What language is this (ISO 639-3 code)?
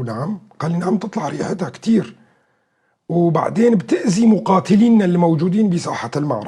apc